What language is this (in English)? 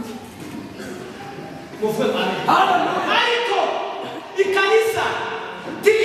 Kinyarwanda